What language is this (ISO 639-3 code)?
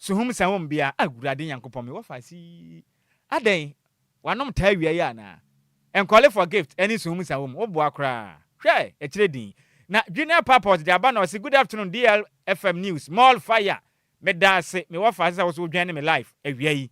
aka